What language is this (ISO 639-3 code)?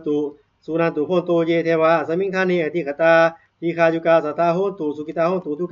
pli